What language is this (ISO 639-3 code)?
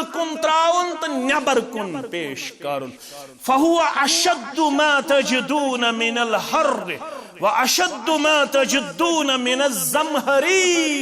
kas